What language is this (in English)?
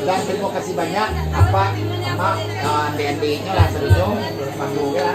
Minangkabau